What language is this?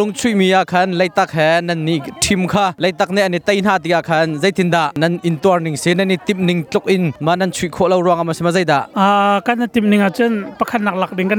Hakha Chin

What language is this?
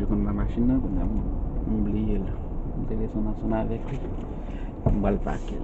Haitian Creole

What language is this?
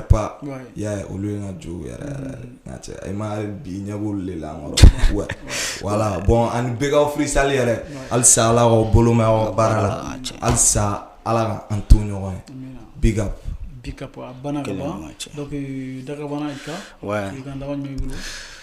Bambara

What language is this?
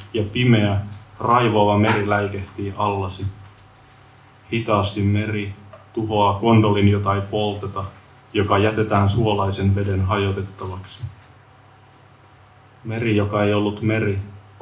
Finnish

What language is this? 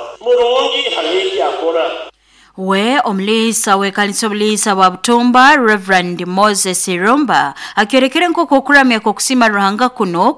Nyoro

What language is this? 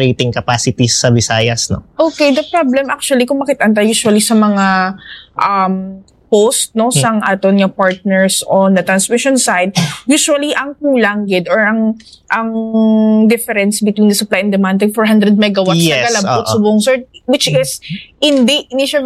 Hiligaynon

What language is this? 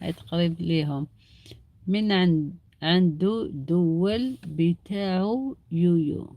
Algerian Arabic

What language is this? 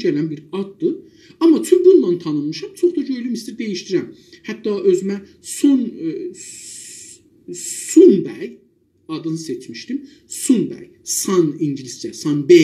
South Azerbaijani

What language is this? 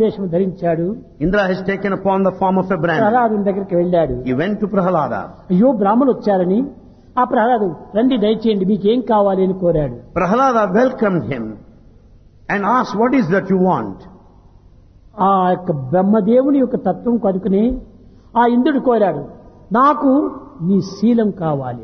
Telugu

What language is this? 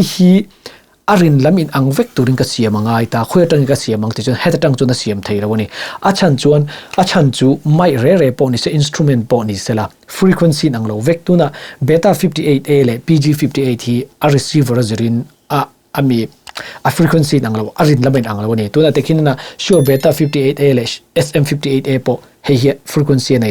Mizo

